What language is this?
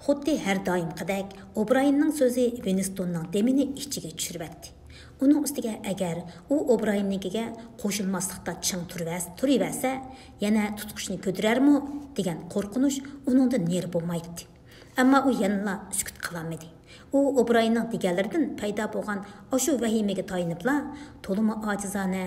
Uyghur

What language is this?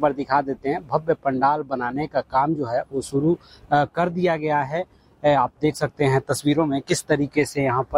Hindi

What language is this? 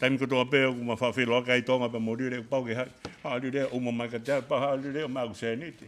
Tongan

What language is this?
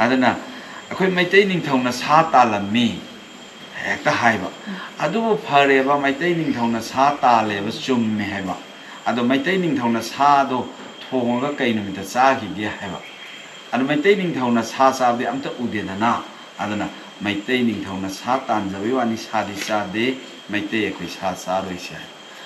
Manipuri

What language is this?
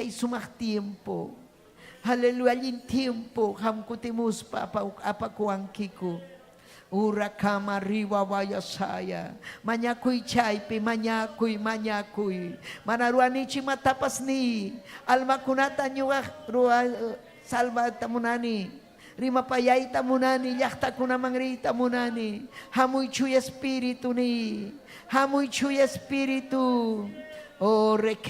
Ayacucho Quechua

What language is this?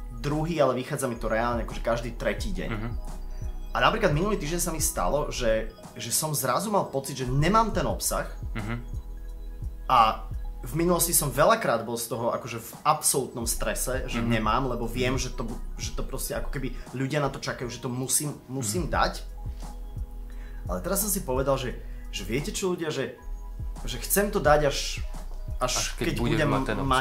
Slovak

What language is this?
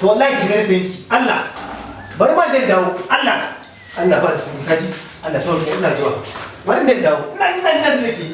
Hausa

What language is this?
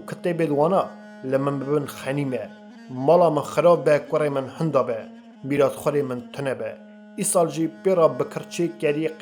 Kurdish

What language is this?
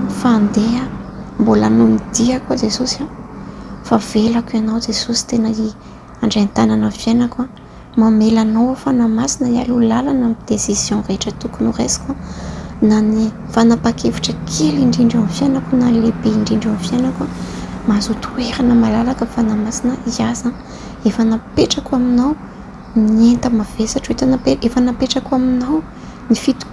Malagasy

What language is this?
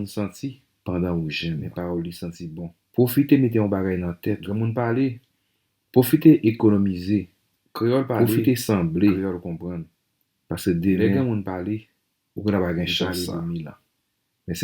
Haitian Creole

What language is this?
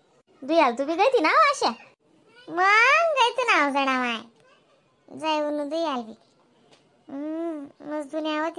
Khandesi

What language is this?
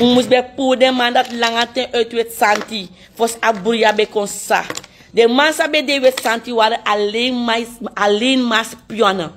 Sranan Tongo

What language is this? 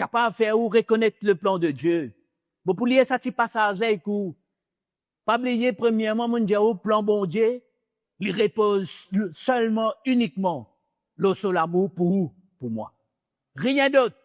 Morisyen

